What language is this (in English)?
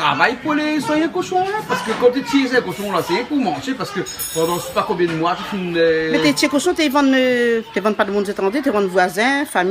Réunion Creole French